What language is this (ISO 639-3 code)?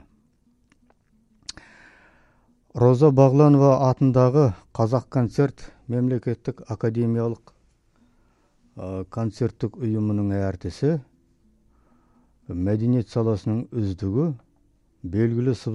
kaz